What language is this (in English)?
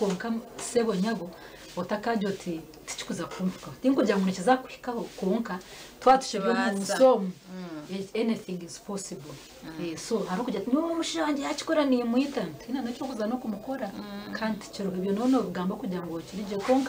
Nyankole